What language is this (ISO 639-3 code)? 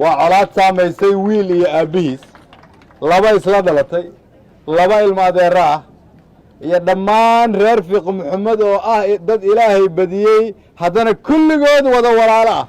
som